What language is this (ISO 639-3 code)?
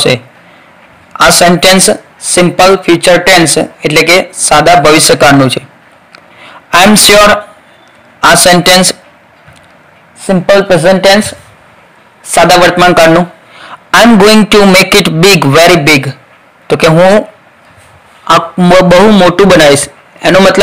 guj